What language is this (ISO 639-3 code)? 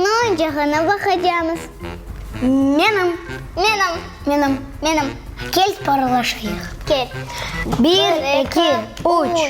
crh